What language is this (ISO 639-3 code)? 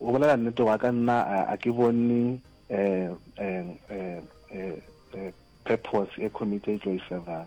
nso